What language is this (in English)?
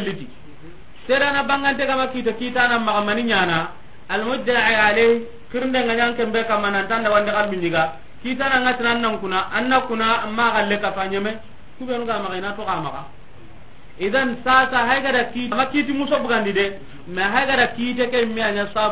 Soninke